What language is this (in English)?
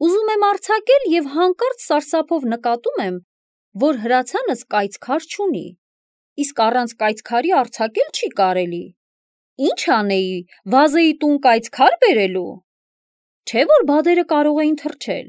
Armenian